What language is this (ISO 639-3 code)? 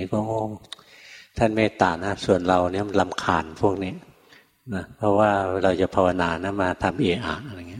tha